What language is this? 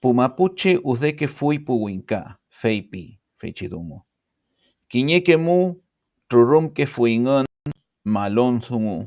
Mapuche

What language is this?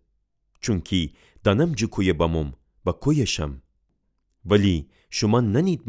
Gilaki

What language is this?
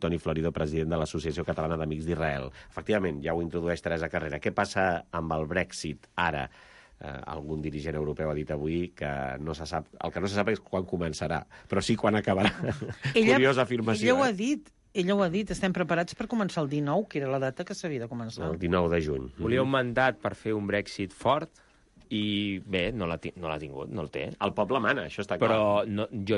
Catalan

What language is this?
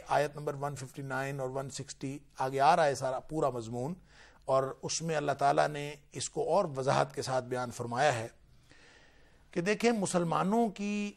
Urdu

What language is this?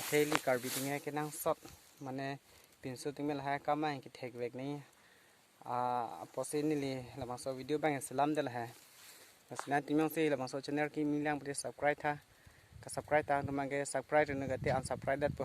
Karbi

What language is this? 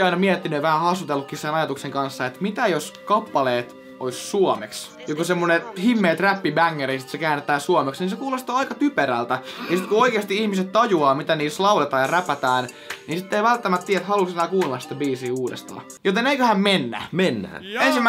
Finnish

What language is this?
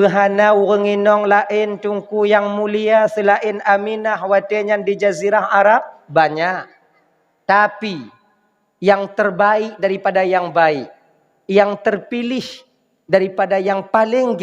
Achinese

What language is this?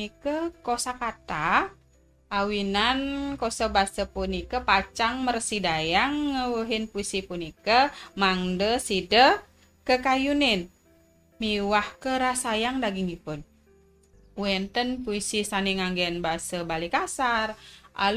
Balinese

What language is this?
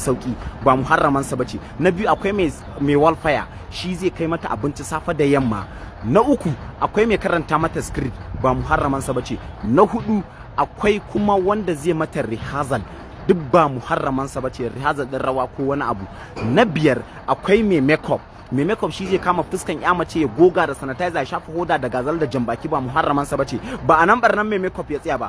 Hausa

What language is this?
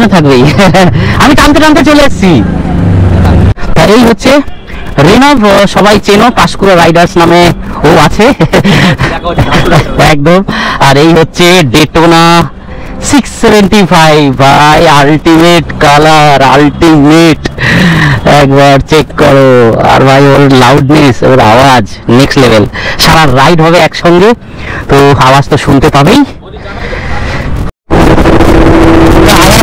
Bangla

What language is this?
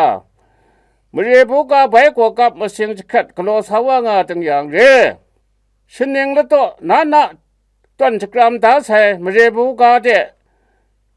Kachin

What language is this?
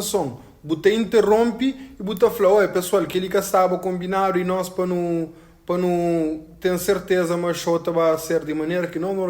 Kabuverdianu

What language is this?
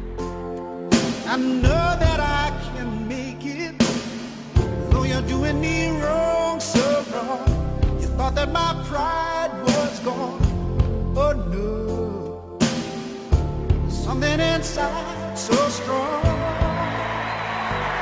English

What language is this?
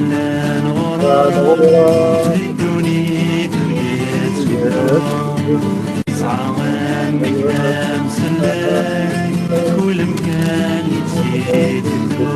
Kabyle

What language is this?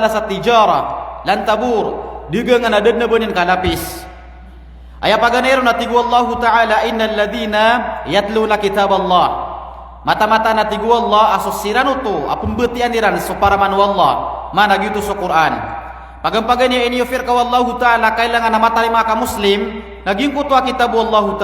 Maranao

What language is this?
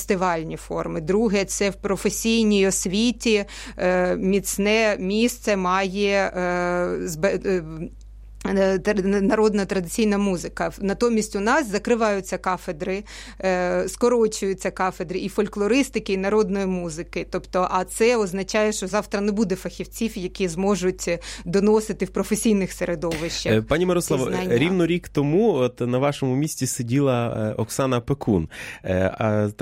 Ukrainian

